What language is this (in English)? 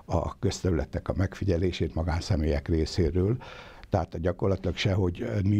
Hungarian